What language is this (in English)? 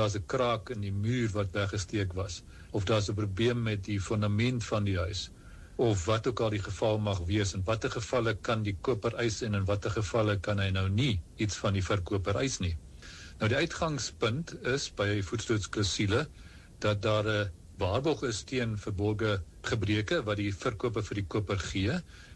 Afrikaans